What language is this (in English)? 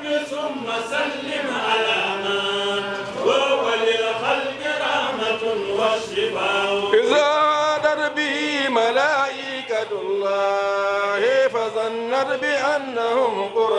Fula